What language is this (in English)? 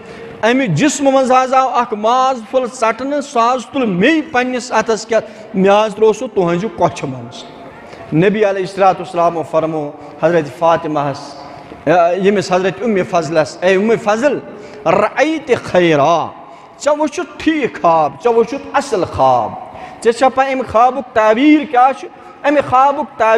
Kashmiri